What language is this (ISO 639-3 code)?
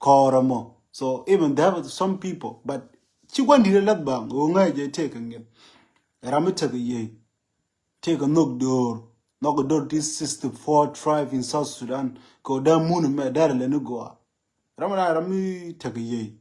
nus